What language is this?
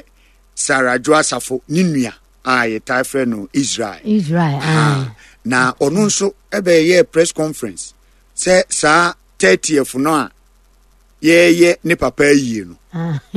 Akan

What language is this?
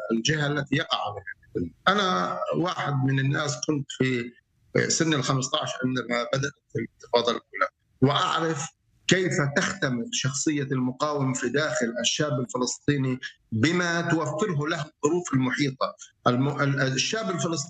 Arabic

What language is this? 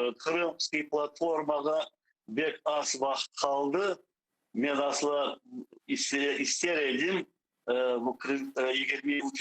Crimean Tatar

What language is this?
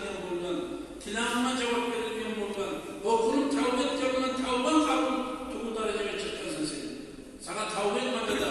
Kumyk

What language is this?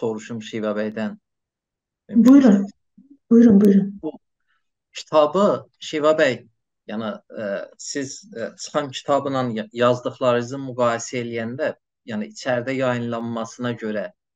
South Azerbaijani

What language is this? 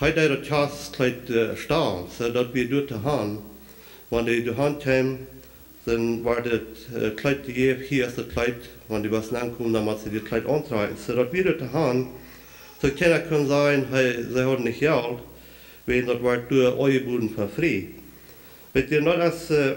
Plautdietsch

